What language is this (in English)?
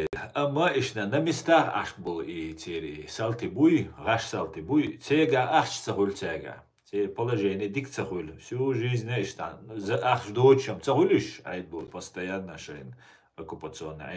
Chechen